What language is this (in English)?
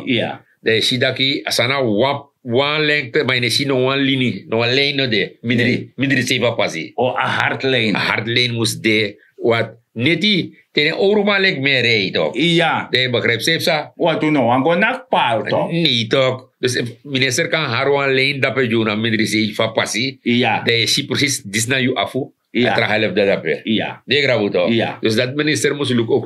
Sranan Tongo